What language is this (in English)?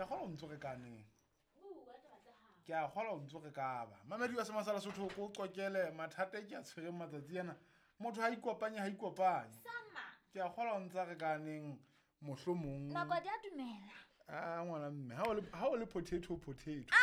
Southern Sotho